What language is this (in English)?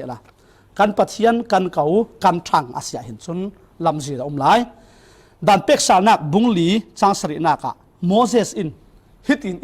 Falam Chin